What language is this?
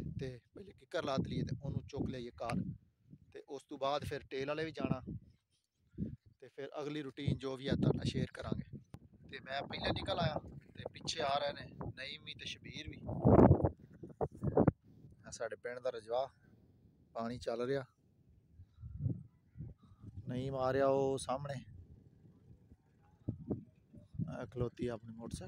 Punjabi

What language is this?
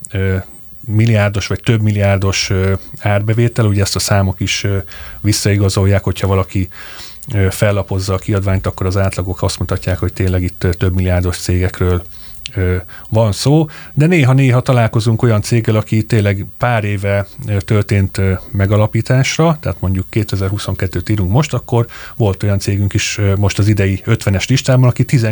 Hungarian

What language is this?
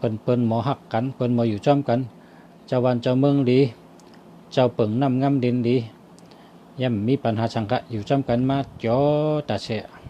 Shan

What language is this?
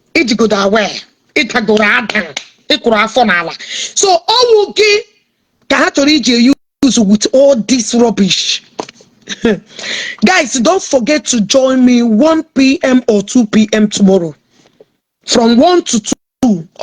Igbo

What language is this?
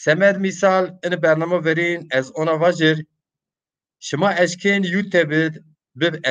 Zaza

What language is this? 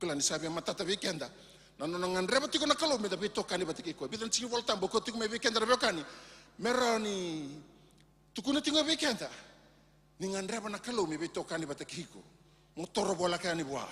Fijian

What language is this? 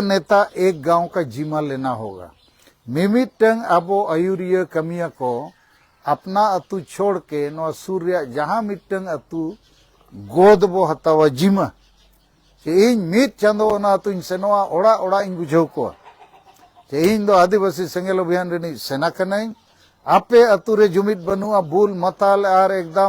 Santali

